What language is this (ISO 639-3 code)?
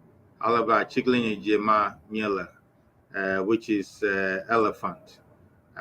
ewe